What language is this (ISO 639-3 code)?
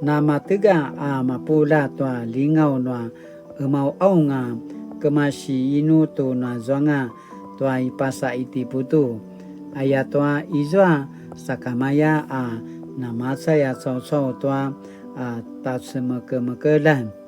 pwn